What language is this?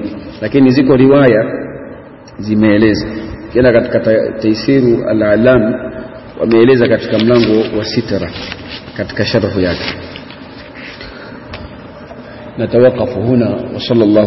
Swahili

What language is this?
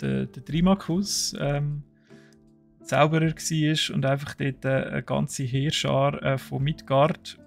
Swiss German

